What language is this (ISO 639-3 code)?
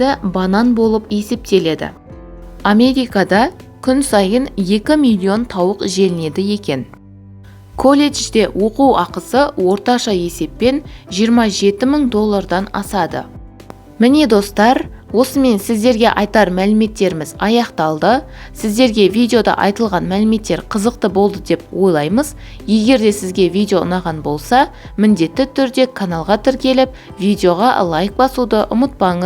kaz